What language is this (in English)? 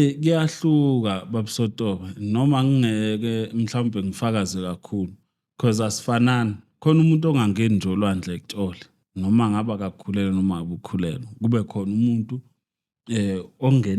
Zulu